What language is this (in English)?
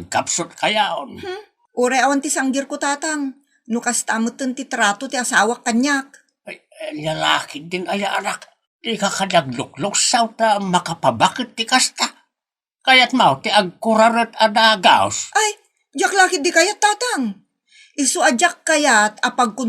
Iloko